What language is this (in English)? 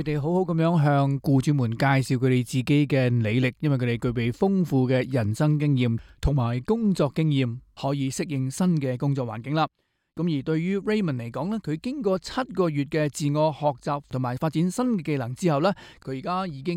Cantonese